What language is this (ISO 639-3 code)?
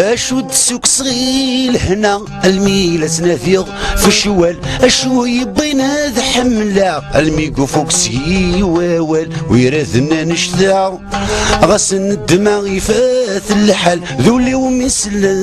kab